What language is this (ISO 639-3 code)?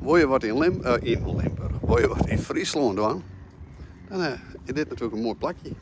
fry